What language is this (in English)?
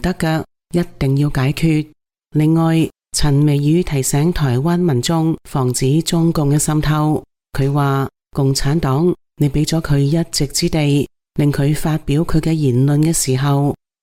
Cantonese